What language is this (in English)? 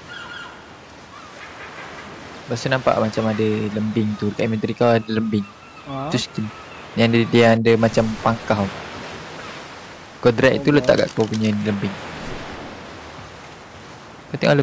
Malay